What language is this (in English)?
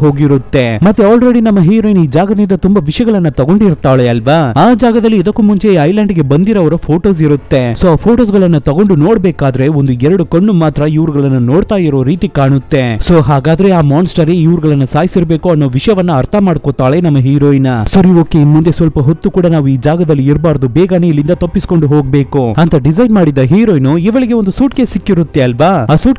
Kannada